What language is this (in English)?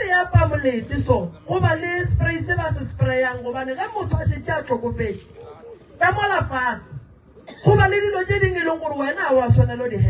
Northern Sotho